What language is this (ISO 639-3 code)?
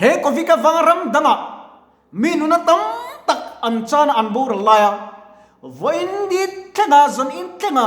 lus